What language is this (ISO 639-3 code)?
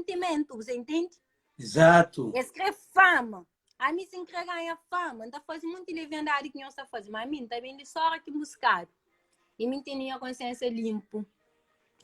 kea